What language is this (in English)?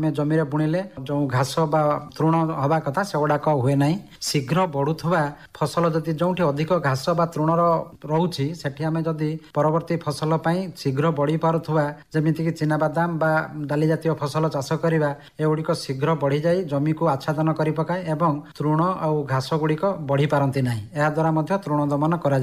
Odia